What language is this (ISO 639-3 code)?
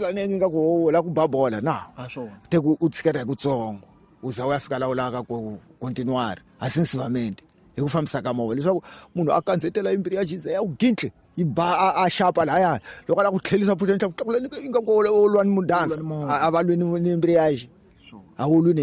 tso